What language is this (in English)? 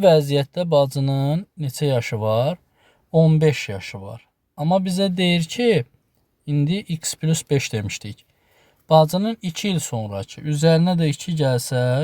Azerbaijani